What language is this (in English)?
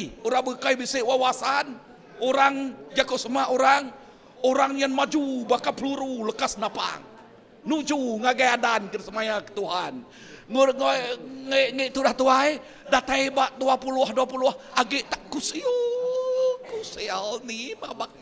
Iban